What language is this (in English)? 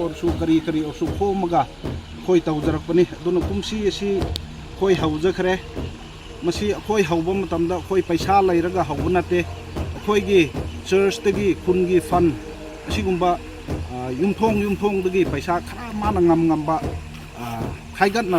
Manipuri